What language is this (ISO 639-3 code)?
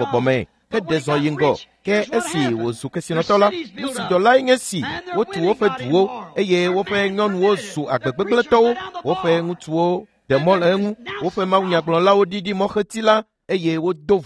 ewe